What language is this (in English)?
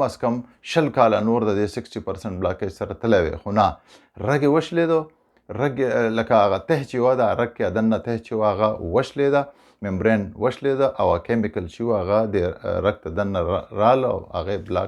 Pashto